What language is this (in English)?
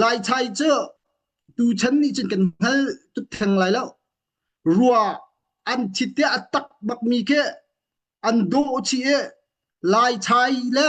Hakha Chin